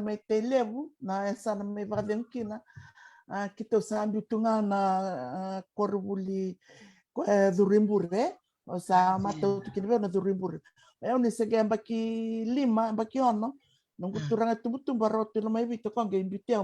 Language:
Fijian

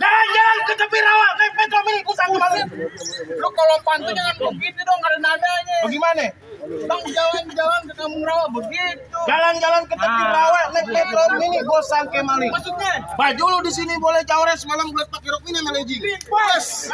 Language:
Betawi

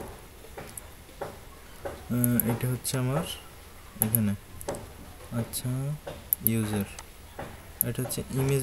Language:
Bangla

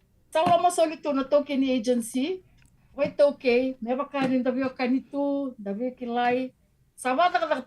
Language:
Fijian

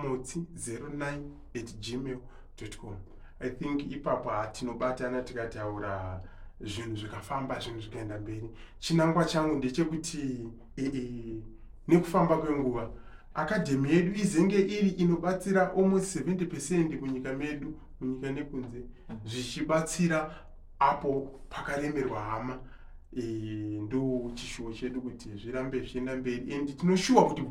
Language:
Shona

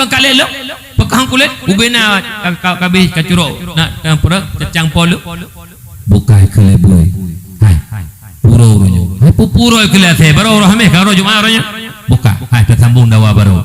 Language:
Achinese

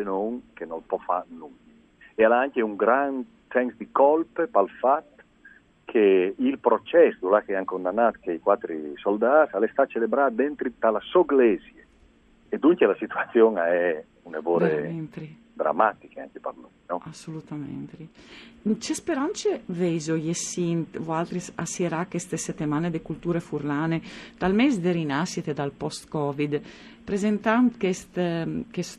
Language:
Friulian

